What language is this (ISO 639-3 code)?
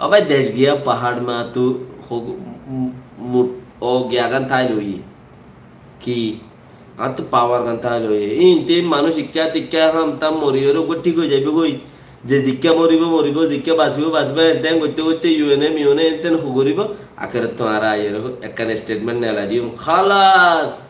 rhg